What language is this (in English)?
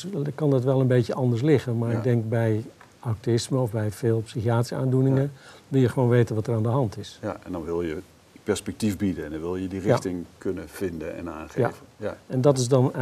Dutch